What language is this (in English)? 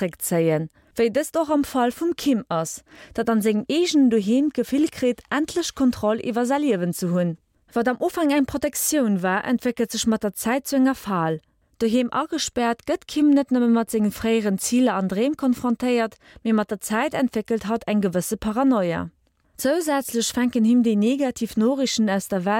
Luxembourgish